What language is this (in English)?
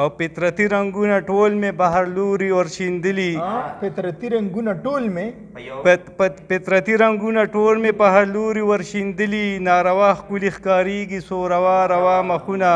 Pashto